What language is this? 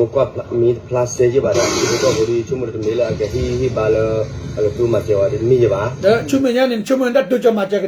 S'gaw Karen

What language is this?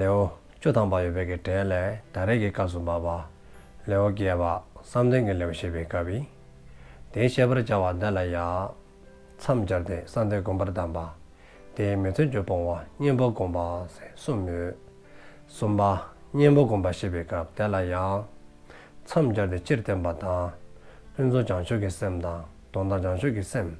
Dzongkha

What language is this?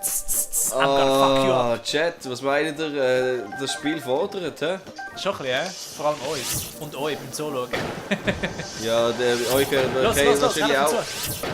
Swiss German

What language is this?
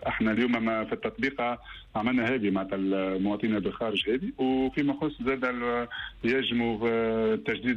Tunisian Arabic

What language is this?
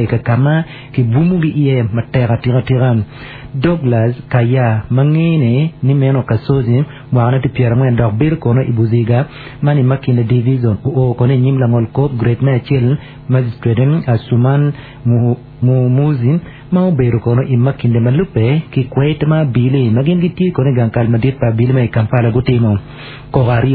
Acoli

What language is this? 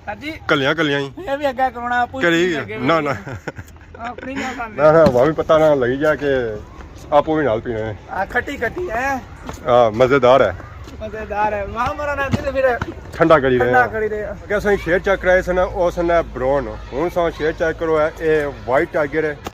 Pahari-Potwari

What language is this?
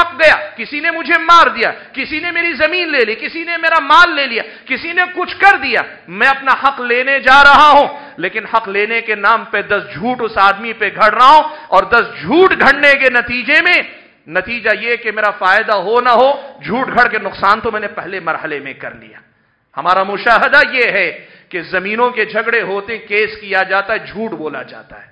Urdu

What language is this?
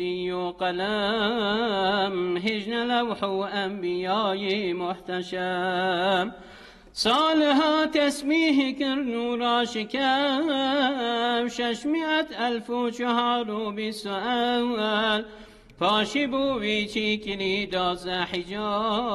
Kurdish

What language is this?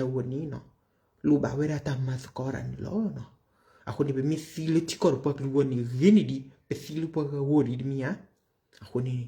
S'gaw Karen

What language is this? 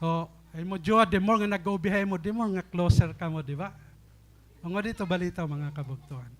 Waray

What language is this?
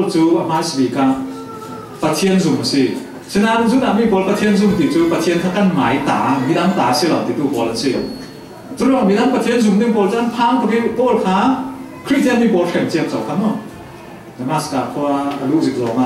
Falam Chin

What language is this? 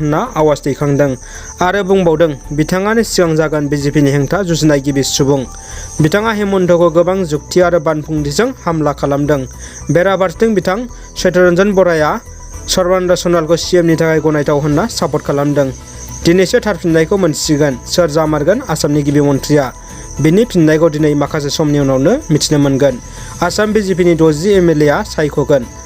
Bodo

